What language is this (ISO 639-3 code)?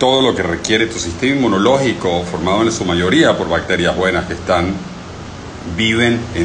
spa